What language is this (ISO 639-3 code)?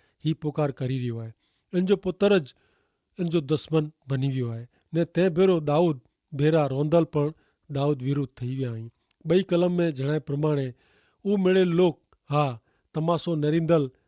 kfr